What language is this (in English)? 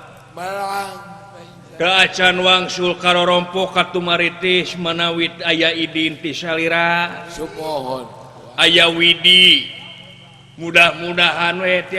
Sundanese